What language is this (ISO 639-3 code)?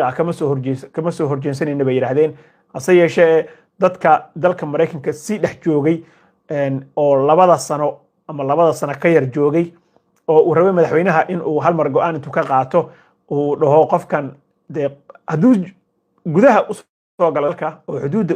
som